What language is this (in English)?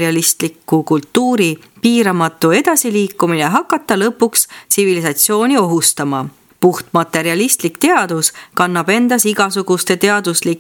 Estonian